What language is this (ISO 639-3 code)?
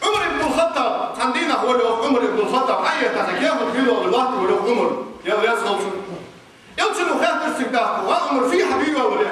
inh